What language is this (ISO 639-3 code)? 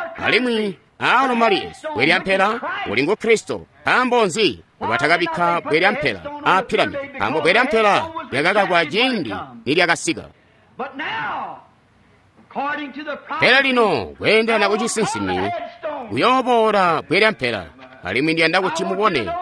toi